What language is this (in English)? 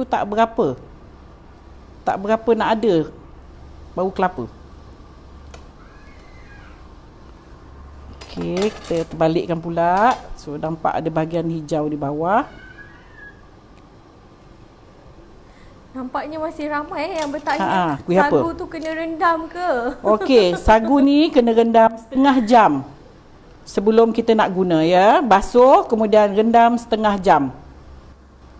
Malay